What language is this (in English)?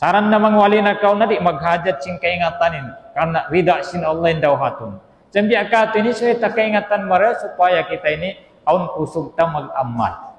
Tausug